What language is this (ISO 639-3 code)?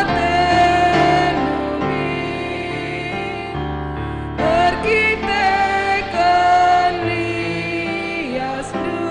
btx